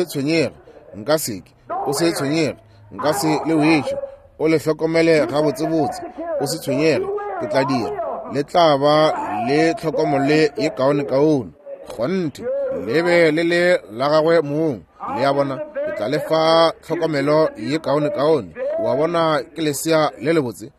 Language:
Northern Sotho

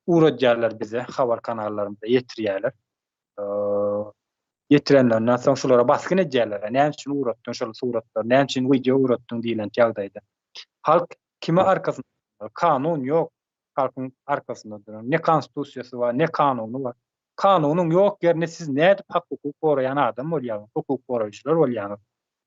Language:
Turkmen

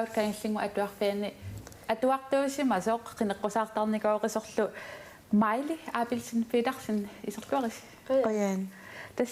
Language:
Kalaallisut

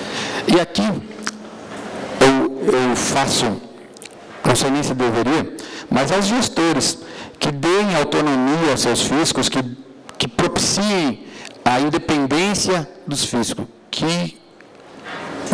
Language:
Portuguese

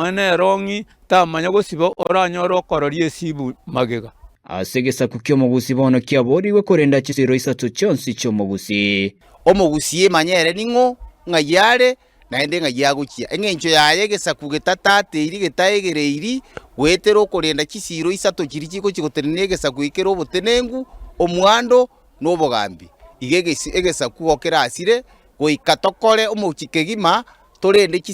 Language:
Gusii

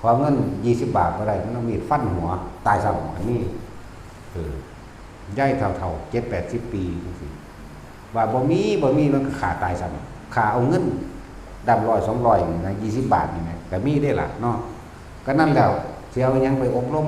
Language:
Northeastern Thai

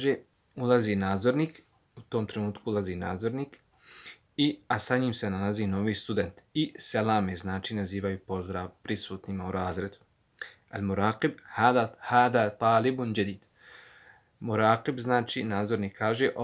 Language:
Bosnian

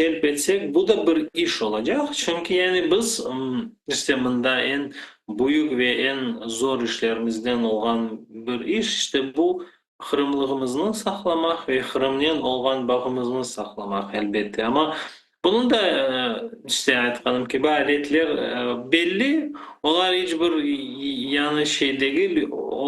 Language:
Crimean Tatar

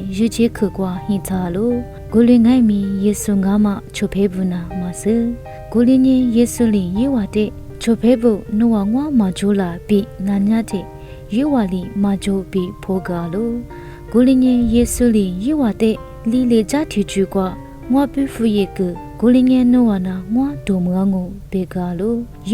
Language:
Lisu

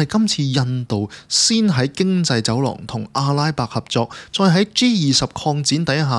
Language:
Cantonese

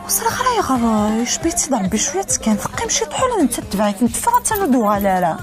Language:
Kabyle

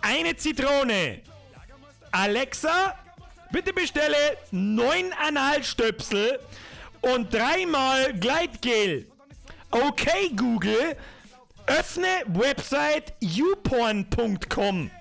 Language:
Bavarian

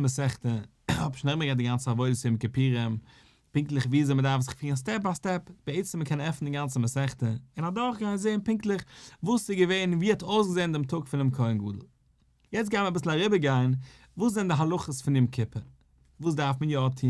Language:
Yiddish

